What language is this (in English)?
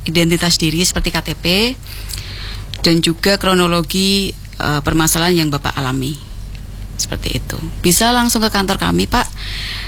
Indonesian